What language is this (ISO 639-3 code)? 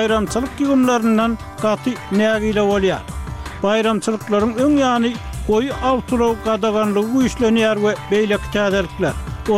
tuk